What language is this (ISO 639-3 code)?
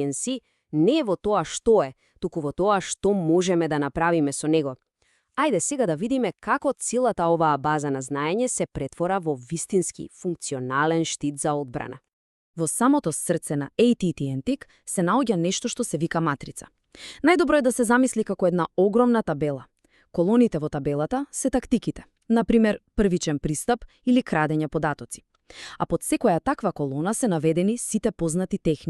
mkd